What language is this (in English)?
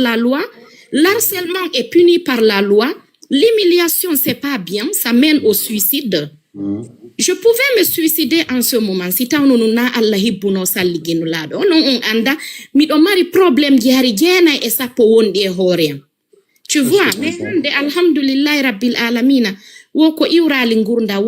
Fula